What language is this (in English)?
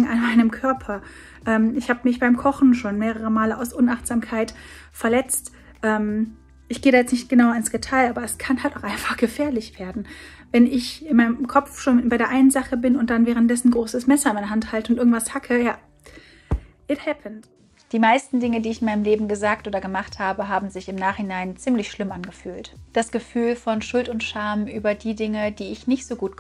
German